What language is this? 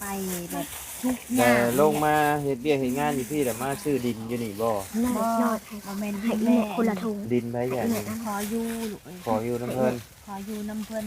Lao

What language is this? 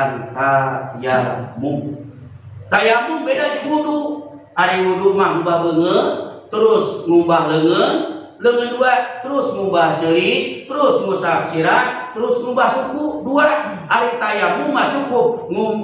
Sundanese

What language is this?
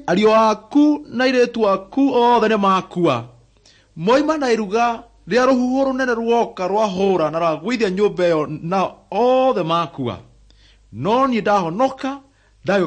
Kikuyu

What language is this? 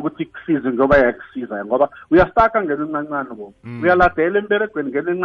South Ndebele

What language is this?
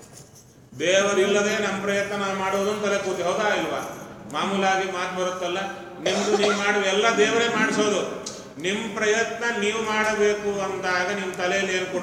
Kannada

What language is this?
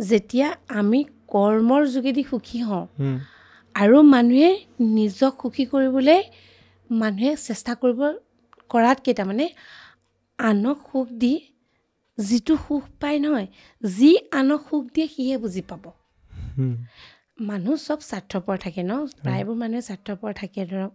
Assamese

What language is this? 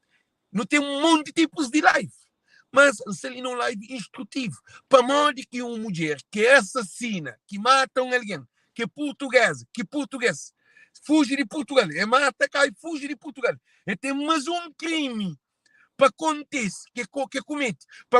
Kabuverdianu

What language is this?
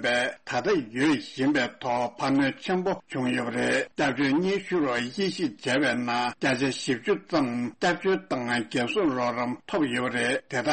Tibetan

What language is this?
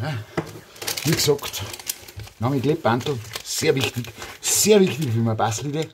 Bavarian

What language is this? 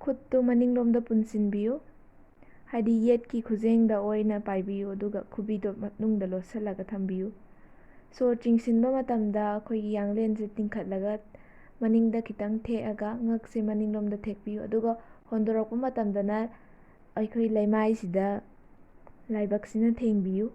Manipuri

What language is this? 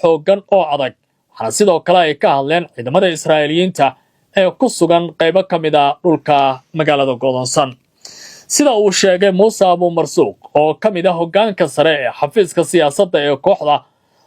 Somali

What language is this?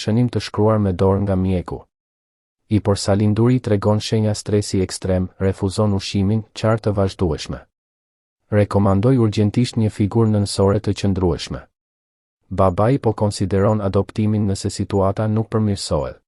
Albanian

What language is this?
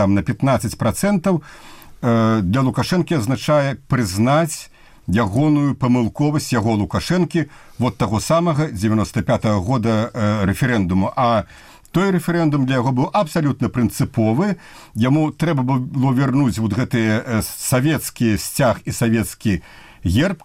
Belarusian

